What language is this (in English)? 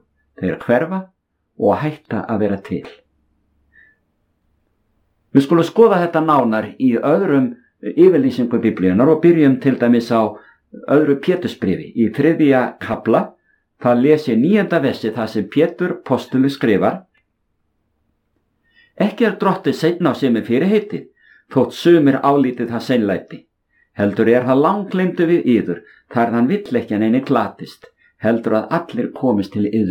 Icelandic